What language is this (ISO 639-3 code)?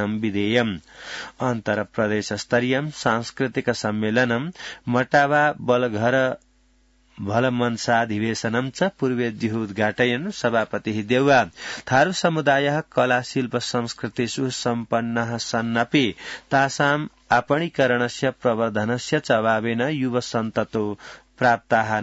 san